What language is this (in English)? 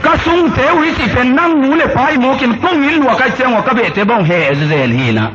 Tedim Chin